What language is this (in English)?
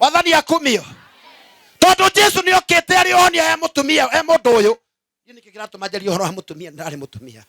Kikuyu